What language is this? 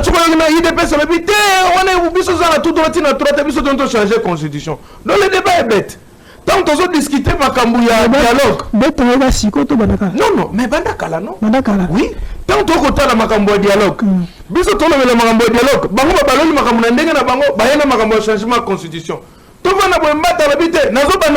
Lingala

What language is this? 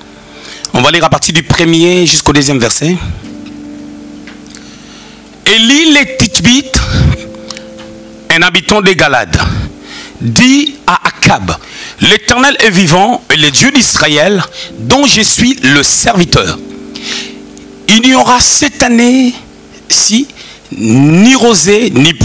French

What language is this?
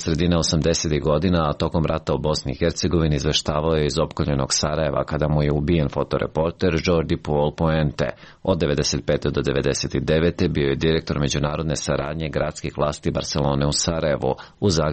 Serbian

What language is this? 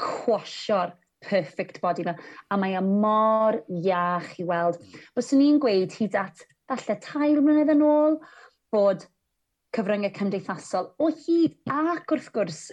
Welsh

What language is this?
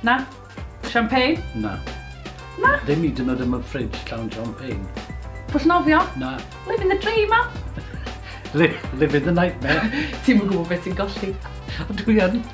Welsh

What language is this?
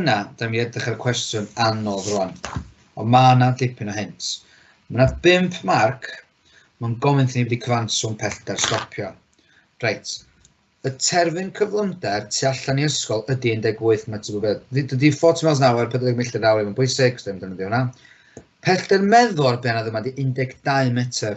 Welsh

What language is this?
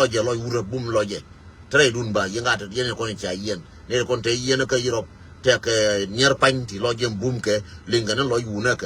Nuer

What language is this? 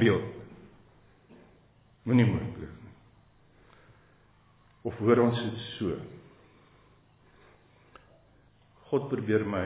Afrikaans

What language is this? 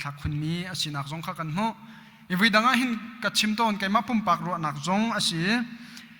Hakha Chin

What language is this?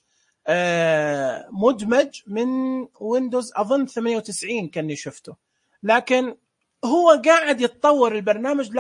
Najdi Arabic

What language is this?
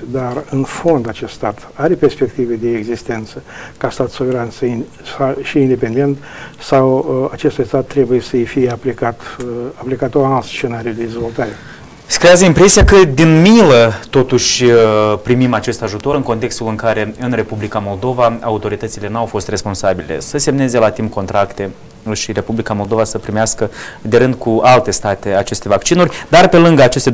Romanian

